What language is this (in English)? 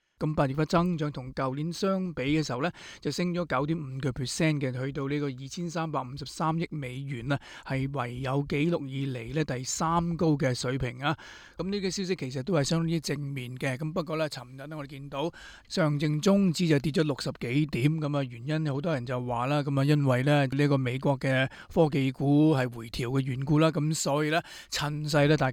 Cantonese